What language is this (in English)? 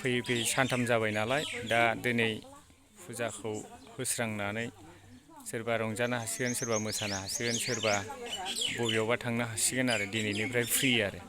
Bodo